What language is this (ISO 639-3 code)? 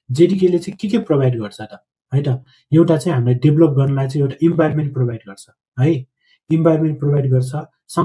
nep